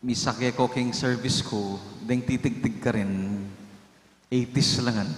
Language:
Pampanga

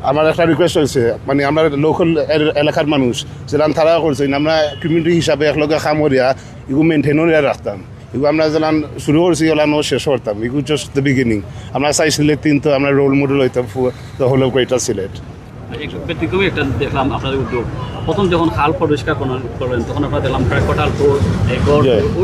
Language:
Sylheti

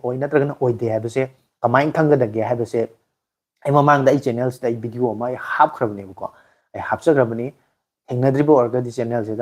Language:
Manipuri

